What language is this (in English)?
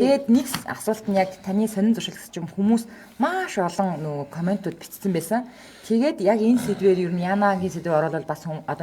Mongolian